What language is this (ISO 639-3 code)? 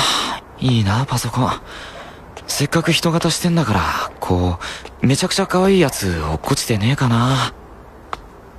jpn